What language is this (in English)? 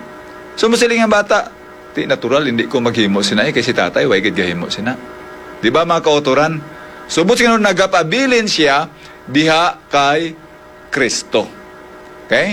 Hiligaynon